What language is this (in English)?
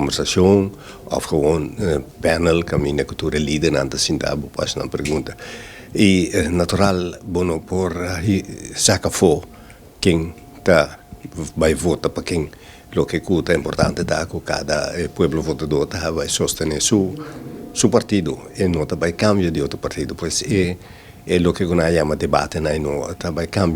Papiamento